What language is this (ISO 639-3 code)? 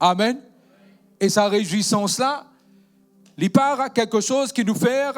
mfe